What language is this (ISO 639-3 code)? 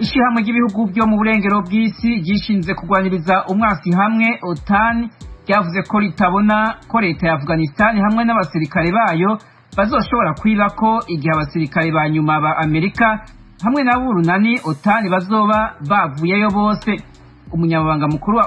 run